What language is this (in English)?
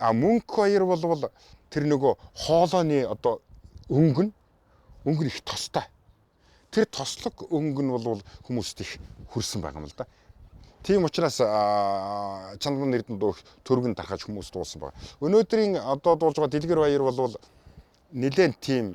Mongolian